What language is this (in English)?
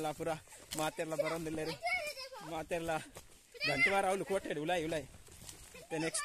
Tulu